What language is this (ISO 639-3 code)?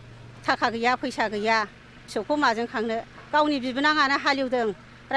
brx